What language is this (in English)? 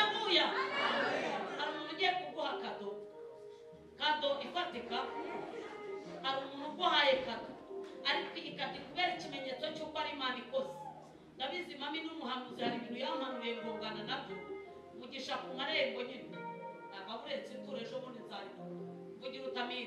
Kinyarwanda